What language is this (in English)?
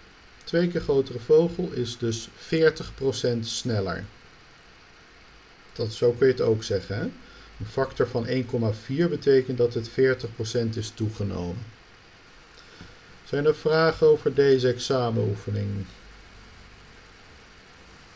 Dutch